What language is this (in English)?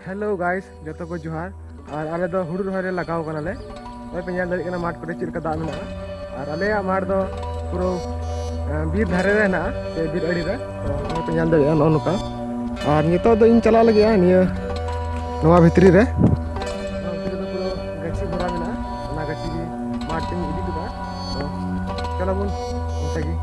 Santali